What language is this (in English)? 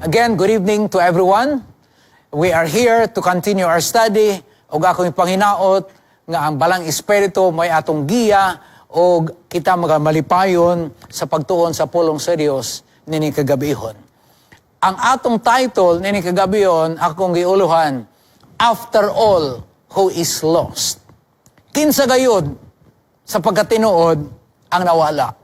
Cebuano